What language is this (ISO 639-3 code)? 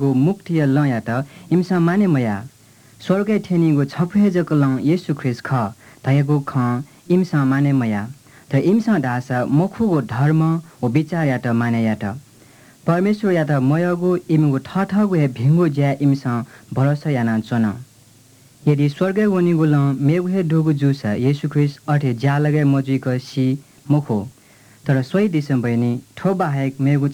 new